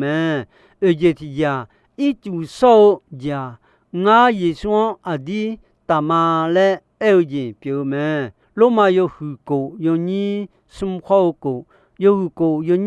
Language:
Akha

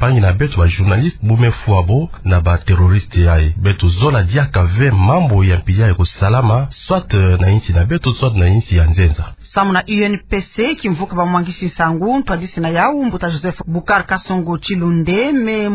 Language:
Kituba (Democratic Republic of Congo)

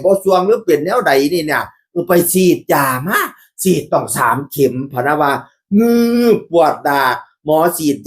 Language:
Northeastern Thai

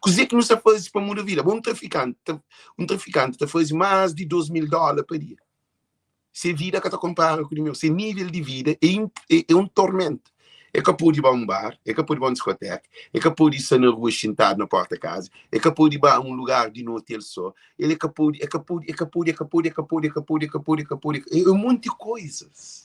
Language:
Kabuverdianu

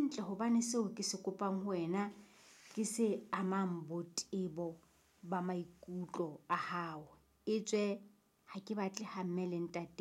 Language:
Southern Sotho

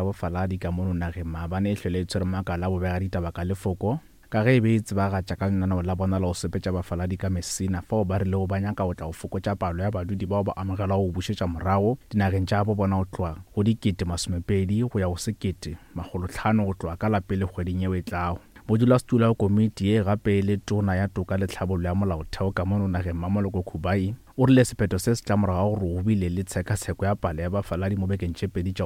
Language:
Northern Sotho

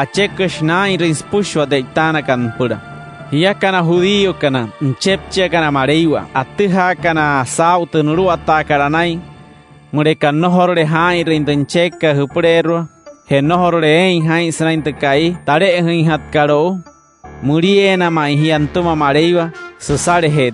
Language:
Wayuu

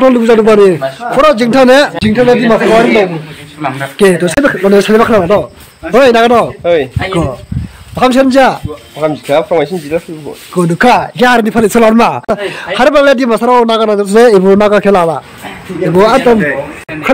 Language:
Dimasa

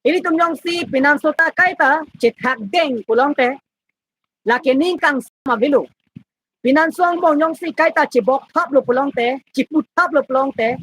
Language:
Karbi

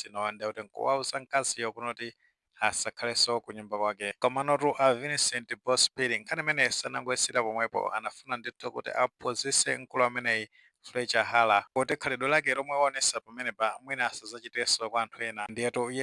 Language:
Nyanja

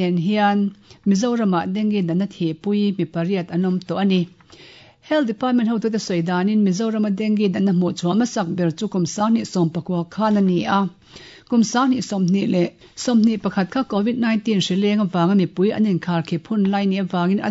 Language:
Mizo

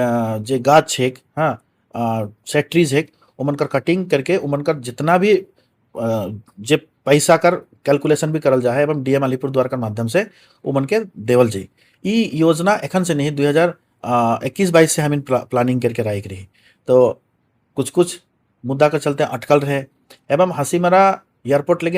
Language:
Sadri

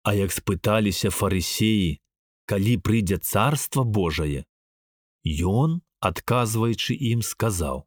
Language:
Belarusian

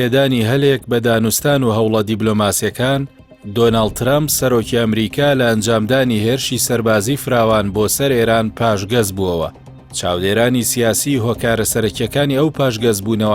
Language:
Central Kurdish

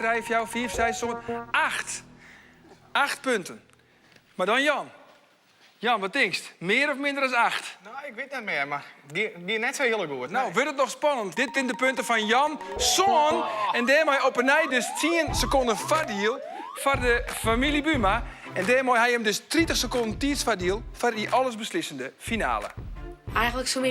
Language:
Western Frisian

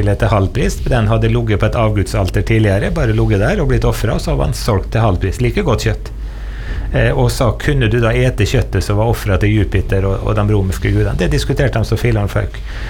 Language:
Norwegian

